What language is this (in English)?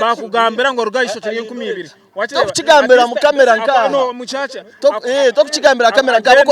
Nyankole